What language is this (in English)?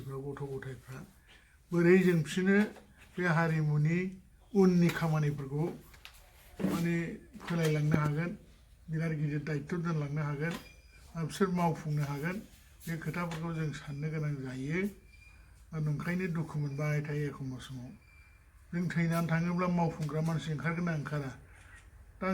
Bodo